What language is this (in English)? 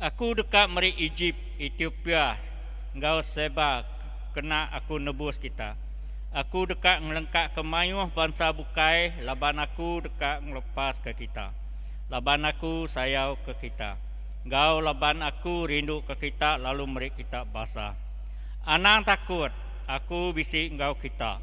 Iban